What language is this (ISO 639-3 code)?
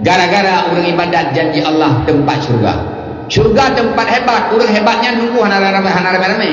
ace